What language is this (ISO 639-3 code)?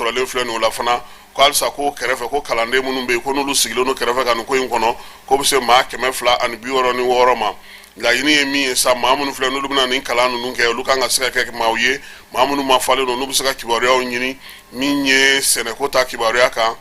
bam